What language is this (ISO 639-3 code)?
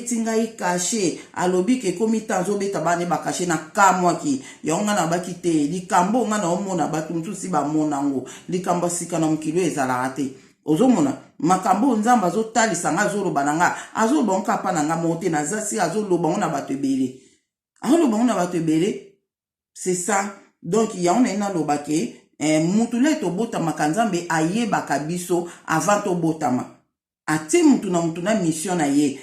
lin